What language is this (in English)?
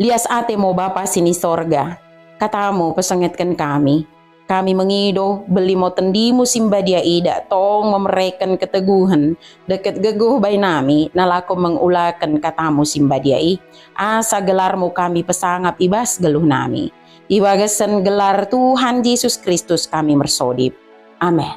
Batak Dairi